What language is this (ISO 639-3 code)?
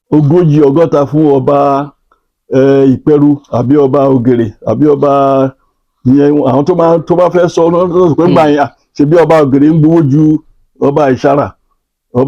yor